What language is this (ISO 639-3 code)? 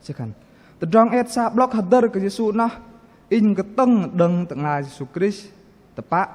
bdq